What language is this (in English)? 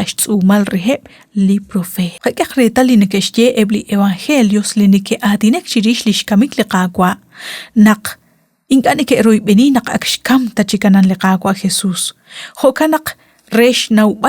Kekchí